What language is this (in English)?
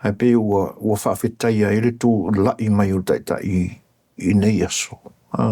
Samoan